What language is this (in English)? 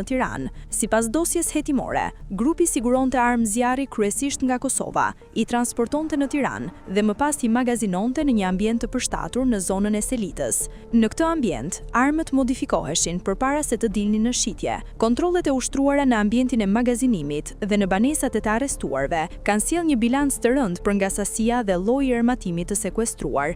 Albanian